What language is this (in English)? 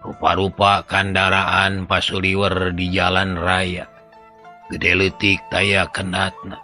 Sundanese